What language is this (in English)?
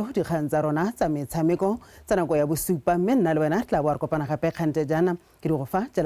Tswana